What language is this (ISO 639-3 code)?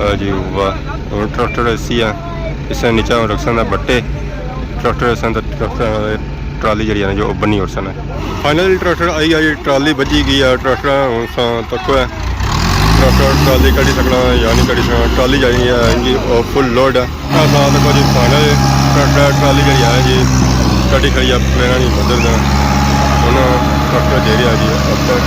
phr